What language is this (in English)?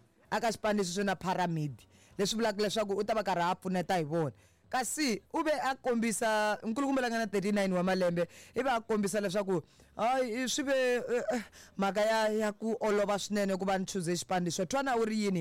Tsonga